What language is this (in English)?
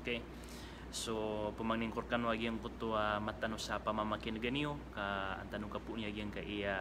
Maranao